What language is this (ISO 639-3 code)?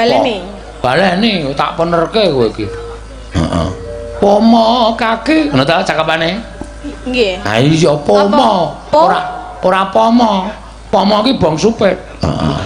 jav